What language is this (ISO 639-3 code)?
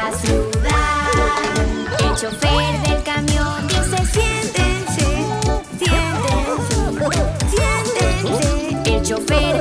spa